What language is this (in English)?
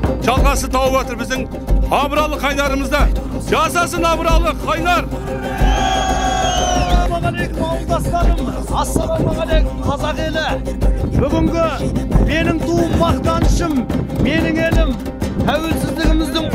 Kazakh